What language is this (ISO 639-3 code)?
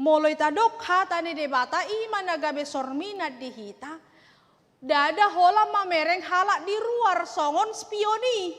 bbc